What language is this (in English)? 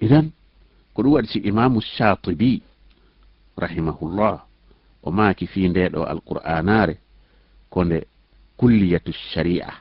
Fula